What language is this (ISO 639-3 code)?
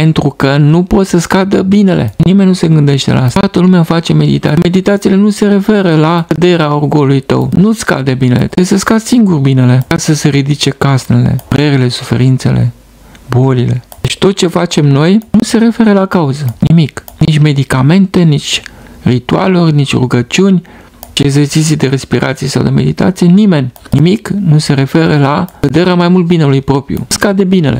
ron